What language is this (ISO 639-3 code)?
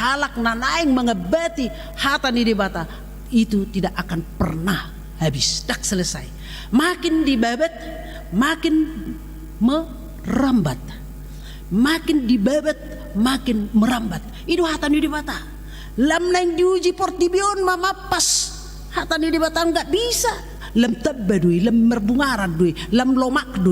bbc